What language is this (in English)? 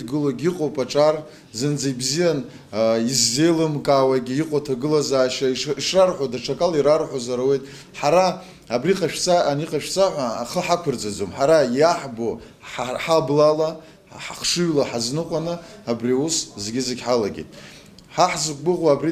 Abkhazian